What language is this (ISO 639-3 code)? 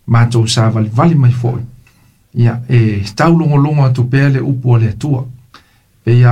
smo